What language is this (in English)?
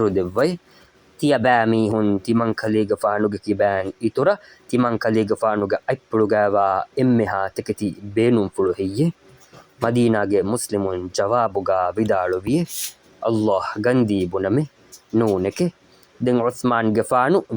Divehi